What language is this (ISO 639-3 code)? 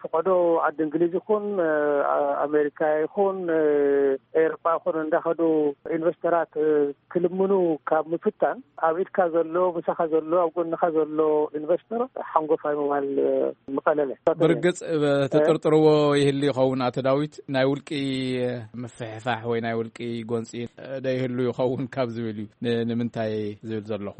tir